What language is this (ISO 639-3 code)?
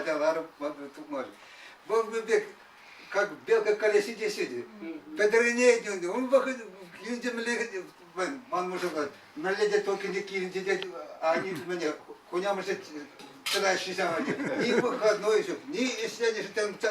chv